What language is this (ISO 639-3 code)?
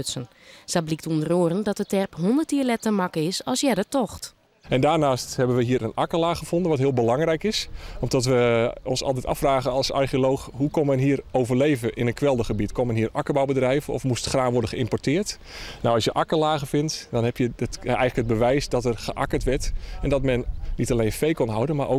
fry